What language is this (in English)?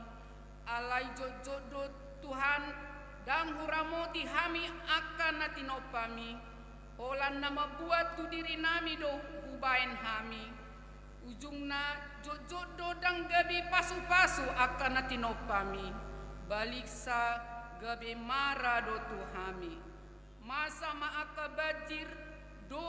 Batak Toba